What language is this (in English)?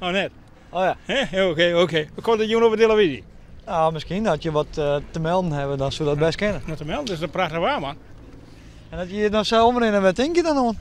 Western Frisian